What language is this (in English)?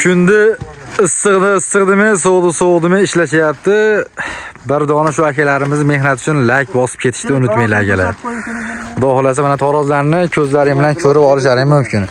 Uzbek